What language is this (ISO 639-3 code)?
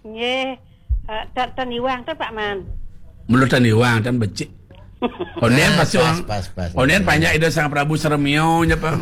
ban